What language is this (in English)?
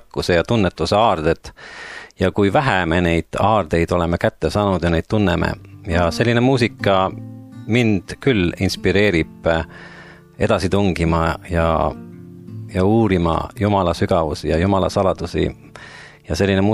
Estonian